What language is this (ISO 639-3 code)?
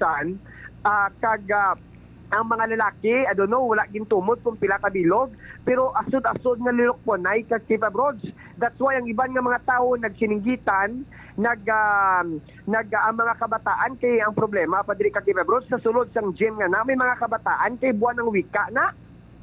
hil